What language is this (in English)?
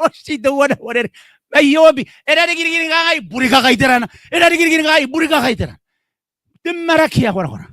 Gilbertese